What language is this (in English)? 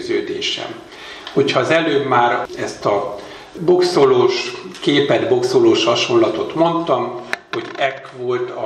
Hungarian